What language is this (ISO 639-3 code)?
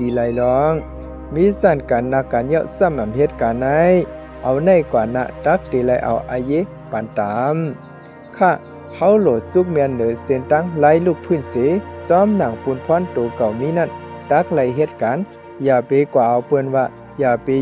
shn